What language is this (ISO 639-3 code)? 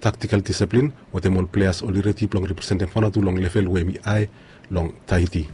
bis